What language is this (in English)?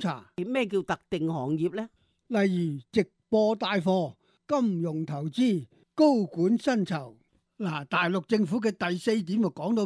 Cantonese